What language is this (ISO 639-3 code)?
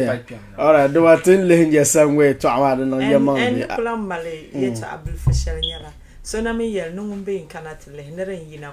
dag